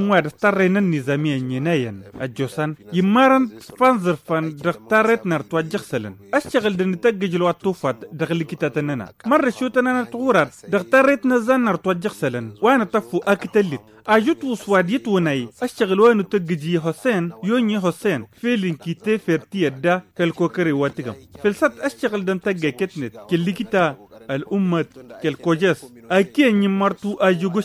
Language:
Tamasheq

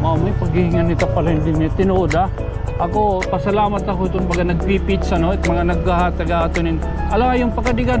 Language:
Waray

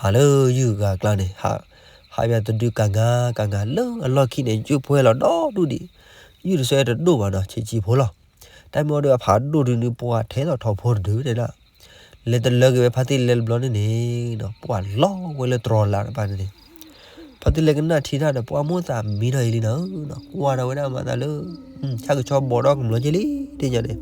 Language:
S'gaw Karen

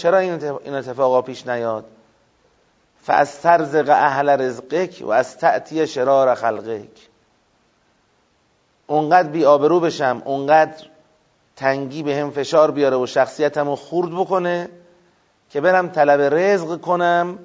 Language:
Persian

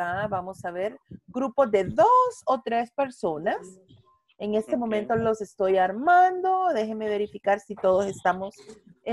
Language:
Spanish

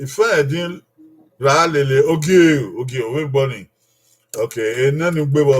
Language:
Bini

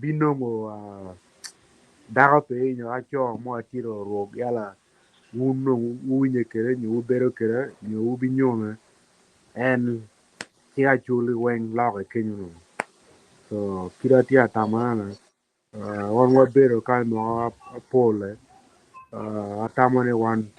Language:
Acoli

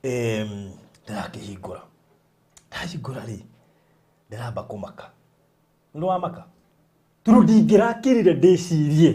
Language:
Kikuyu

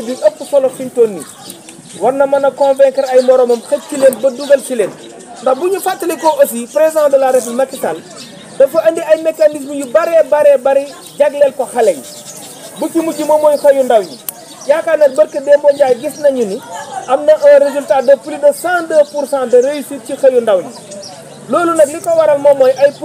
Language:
Wolof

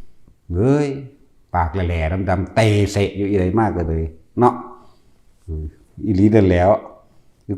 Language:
Northeastern Thai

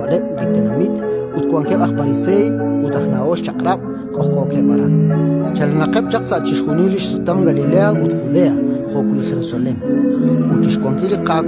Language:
Kekchí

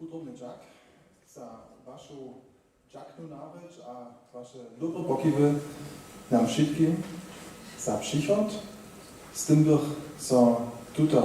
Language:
Upper Sorbian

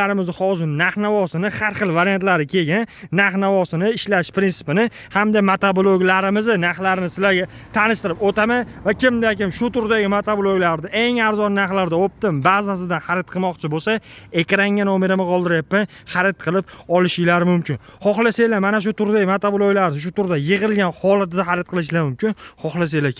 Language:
Uzbek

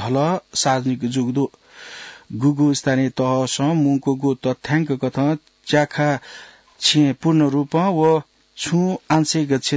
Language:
Newari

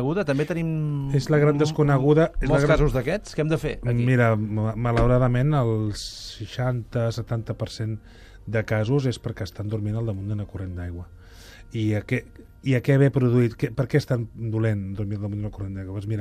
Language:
Catalan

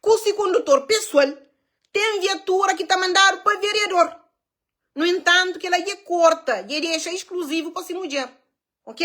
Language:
Kabuverdianu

